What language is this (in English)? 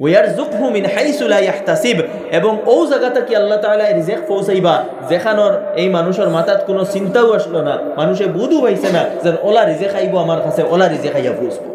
Sylheti